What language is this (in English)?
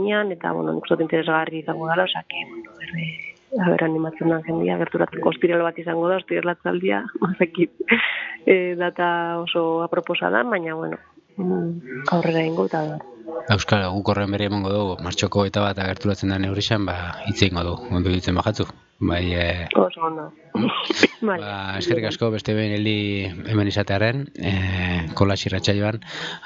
Basque